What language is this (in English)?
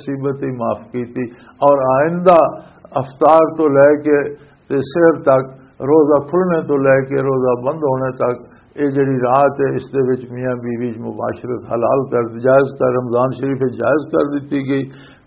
Western Panjabi